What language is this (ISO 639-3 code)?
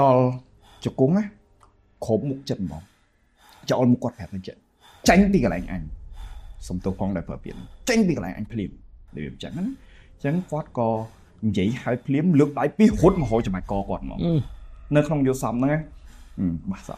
khm